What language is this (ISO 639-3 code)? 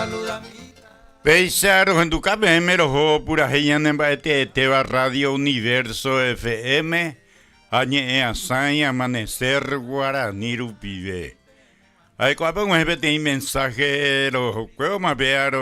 grn